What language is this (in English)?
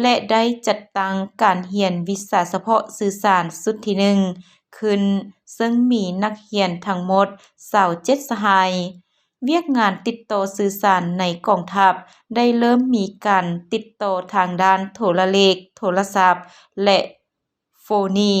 Lao